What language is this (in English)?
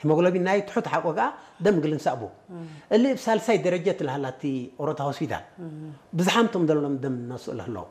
Tigre